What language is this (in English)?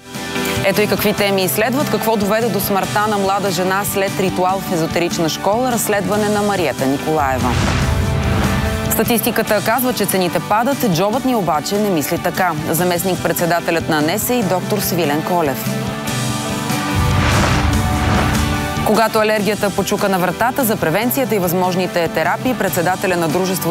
Bulgarian